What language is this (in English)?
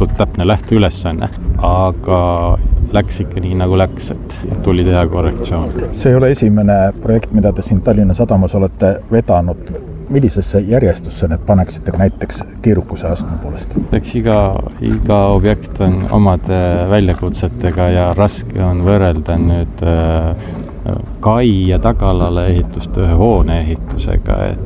Estonian